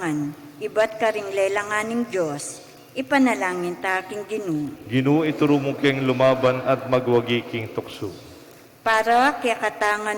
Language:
Pampanga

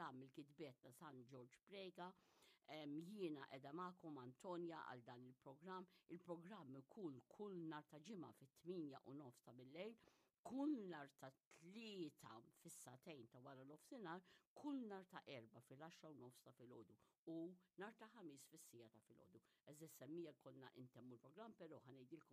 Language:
Maltese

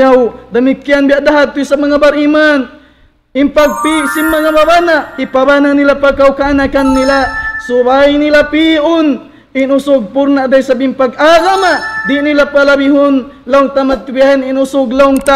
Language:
Tausug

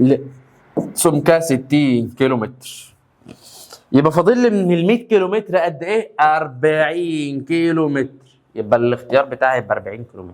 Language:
Egyptian Arabic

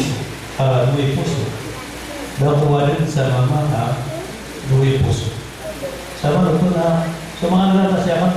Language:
Maranao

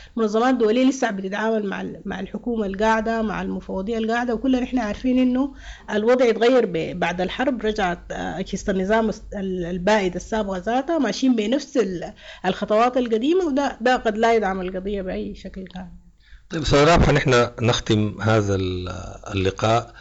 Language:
Sudanese Arabic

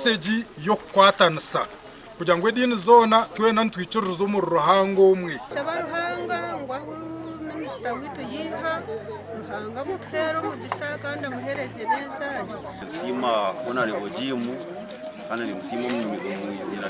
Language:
Nyankole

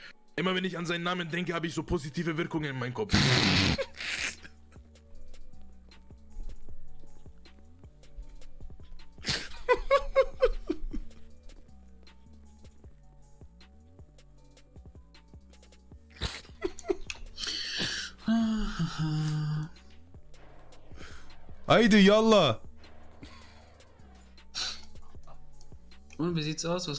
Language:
German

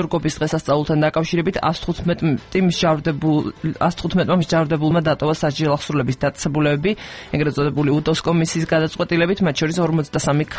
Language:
Georgian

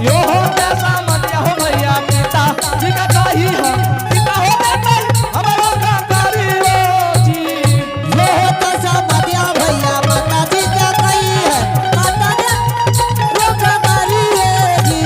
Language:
Angika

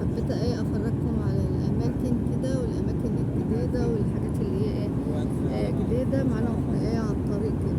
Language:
Egyptian Arabic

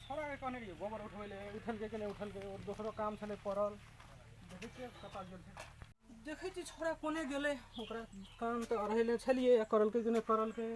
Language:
Maithili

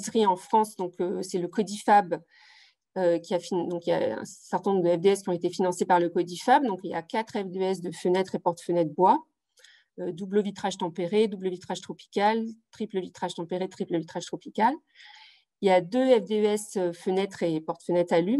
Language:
French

